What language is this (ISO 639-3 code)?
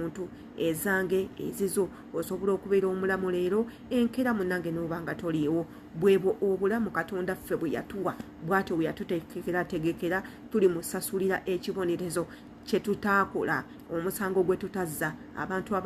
lug